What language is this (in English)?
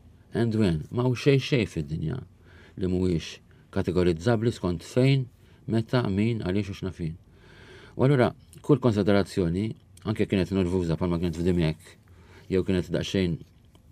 Maltese